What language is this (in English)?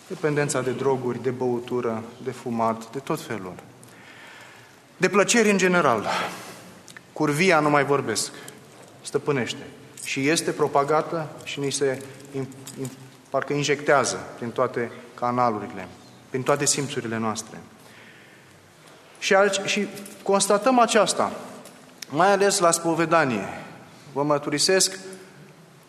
Romanian